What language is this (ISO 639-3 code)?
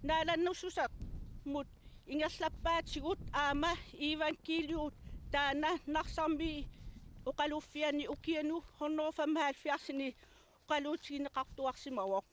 kal